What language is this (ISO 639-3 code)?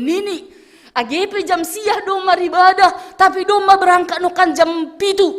bts